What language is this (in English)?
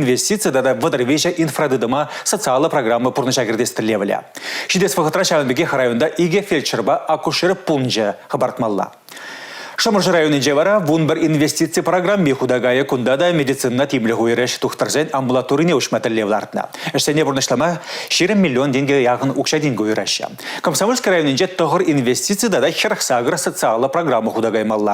Chuvash